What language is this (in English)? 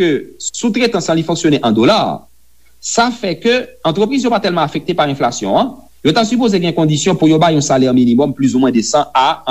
Haitian Creole